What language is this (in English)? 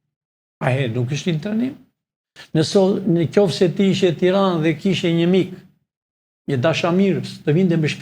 Albanian